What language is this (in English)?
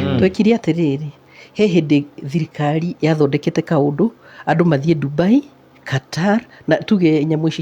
Kikuyu